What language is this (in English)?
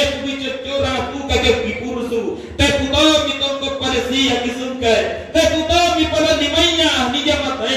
Makasar